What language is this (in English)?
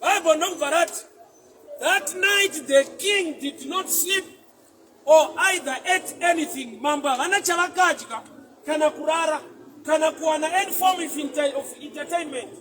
Shona